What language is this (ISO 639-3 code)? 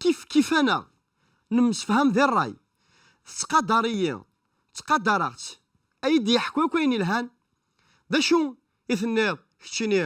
kab